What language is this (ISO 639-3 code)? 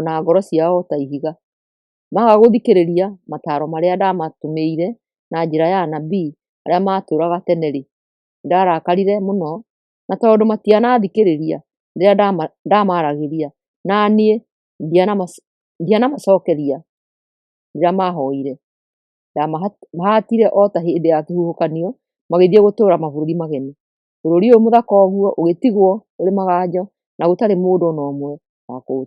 kik